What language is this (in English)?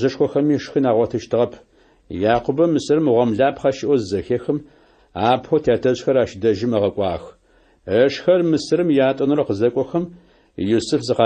Adyghe